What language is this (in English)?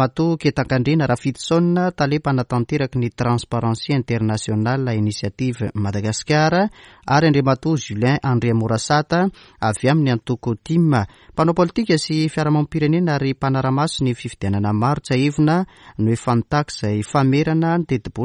Malagasy